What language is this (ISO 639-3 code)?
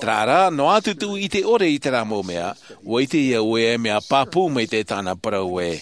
tah